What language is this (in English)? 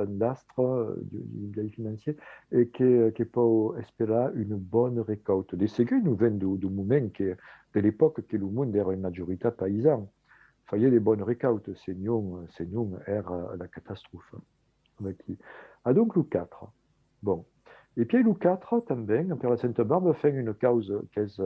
Occitan